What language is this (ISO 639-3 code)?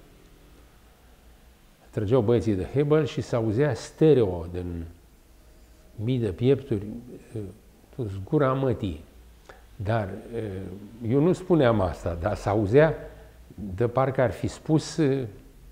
ron